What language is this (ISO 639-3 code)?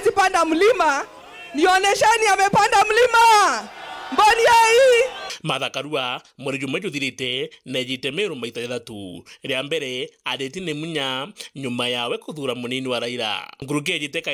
mer